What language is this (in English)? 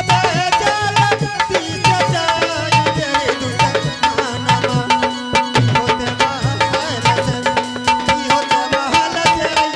Angika